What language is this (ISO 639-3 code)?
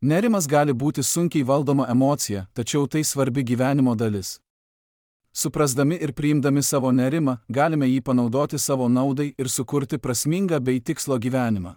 lit